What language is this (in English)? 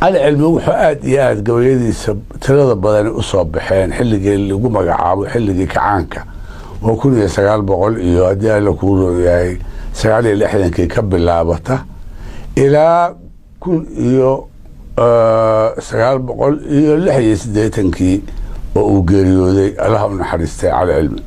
Somali